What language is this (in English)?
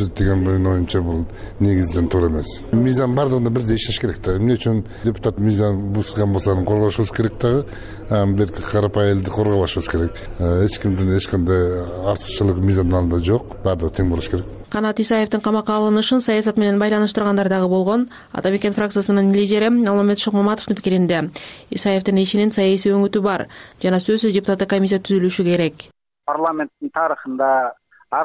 Kyrgyz